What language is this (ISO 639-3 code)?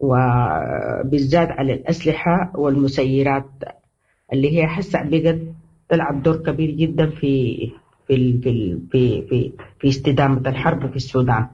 apd